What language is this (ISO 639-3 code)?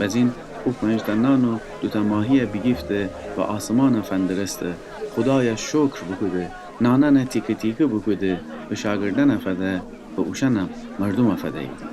glk